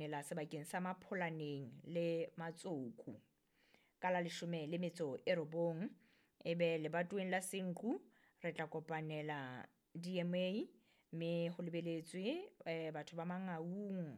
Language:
Southern Sotho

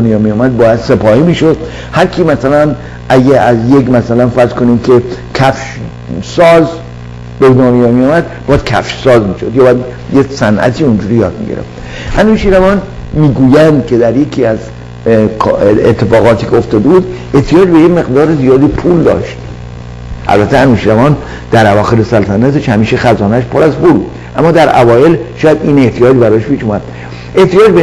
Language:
Persian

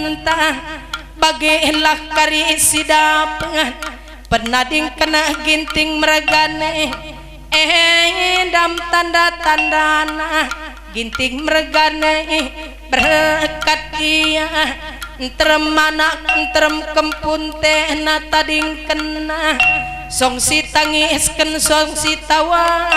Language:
Batak Karo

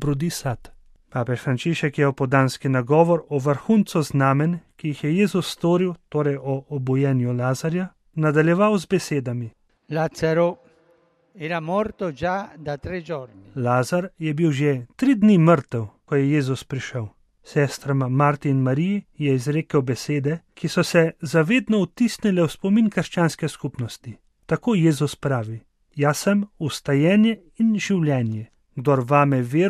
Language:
Slovenian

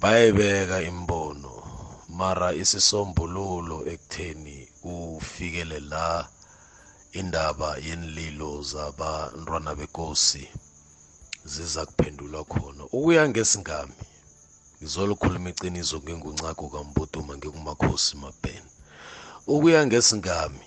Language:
South Ndebele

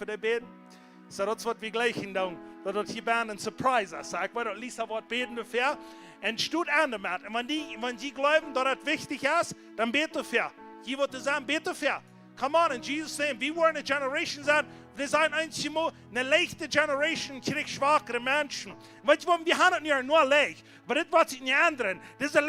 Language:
Plautdietsch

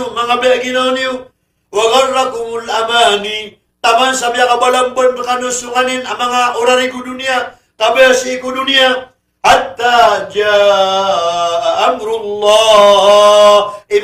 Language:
Maranao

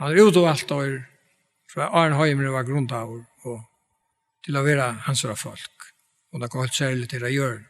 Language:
Faroese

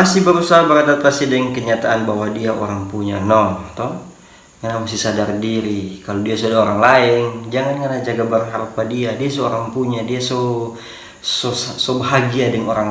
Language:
Manado Malay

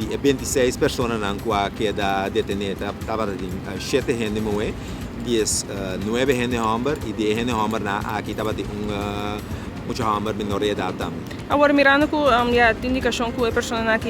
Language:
Papiamento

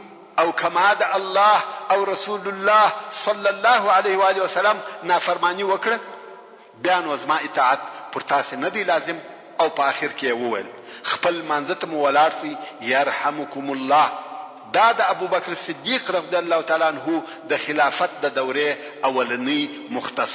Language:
Pashto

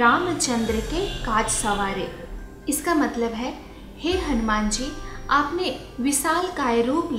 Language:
Hindi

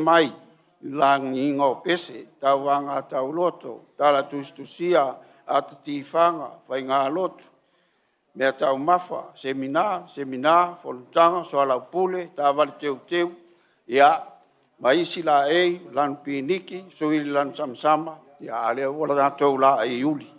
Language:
Samoan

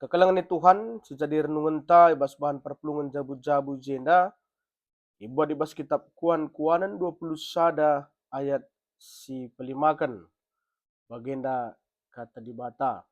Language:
Batak Karo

